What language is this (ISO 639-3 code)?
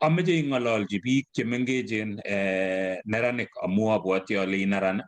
kln